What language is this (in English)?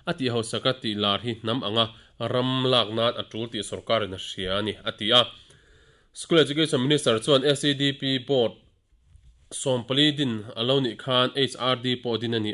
Mizo